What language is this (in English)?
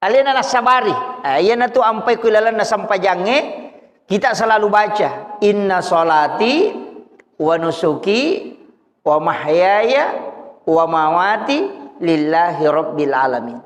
Buginese